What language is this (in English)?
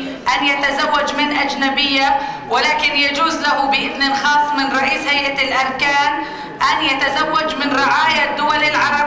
Arabic